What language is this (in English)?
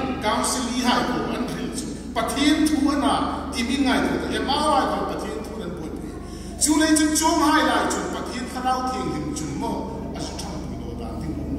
Hmar